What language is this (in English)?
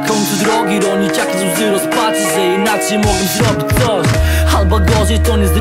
Polish